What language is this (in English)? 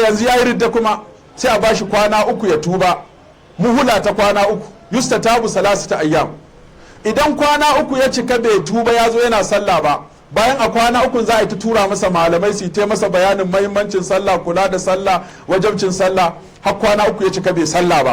Hausa